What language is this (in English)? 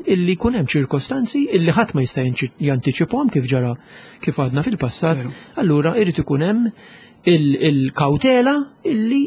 Maltese